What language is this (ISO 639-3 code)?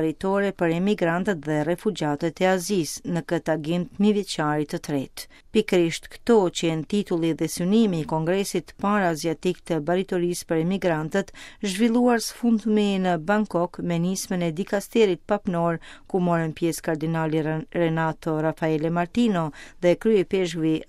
sqi